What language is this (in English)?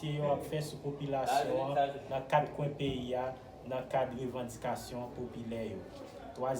Haitian Creole